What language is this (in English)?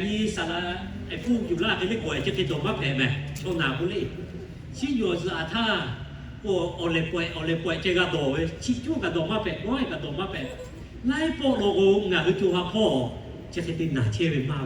Lahu